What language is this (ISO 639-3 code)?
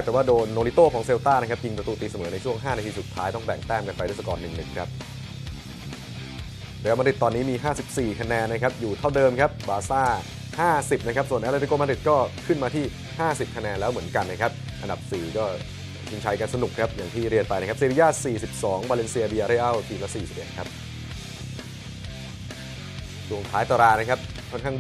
tha